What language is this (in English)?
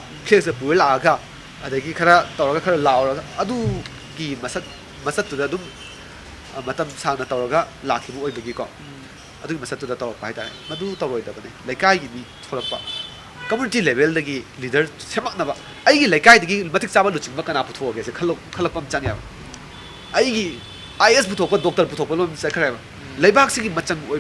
Manipuri